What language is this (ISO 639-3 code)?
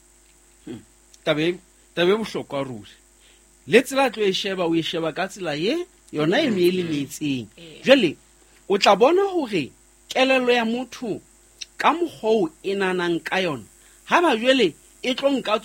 sot